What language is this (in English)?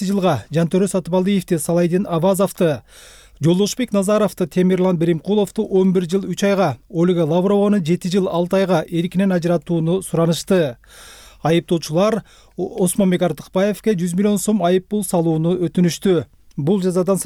Kyrgyz